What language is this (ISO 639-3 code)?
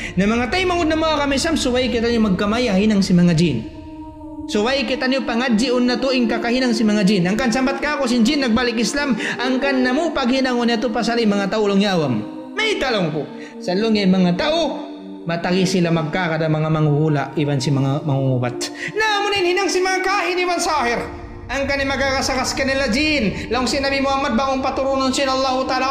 tsg